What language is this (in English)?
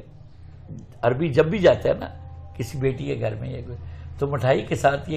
Urdu